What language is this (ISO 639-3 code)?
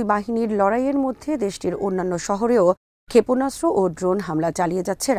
ben